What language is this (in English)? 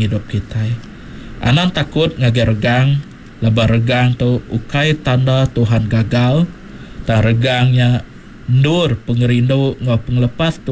Iban